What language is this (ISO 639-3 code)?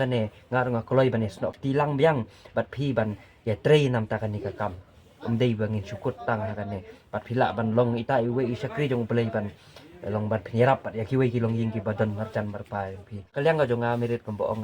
kha